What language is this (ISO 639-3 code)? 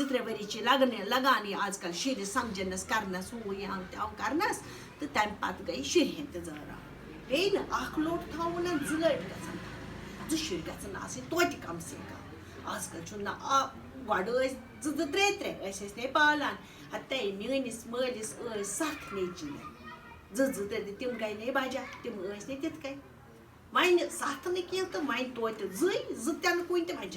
kas